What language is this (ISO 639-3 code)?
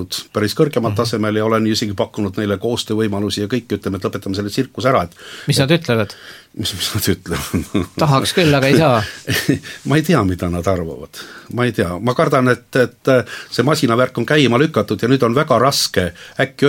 est